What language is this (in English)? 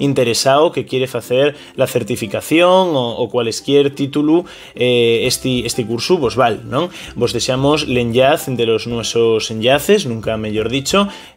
Asturian